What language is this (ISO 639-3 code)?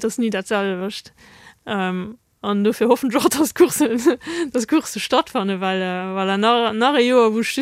ltz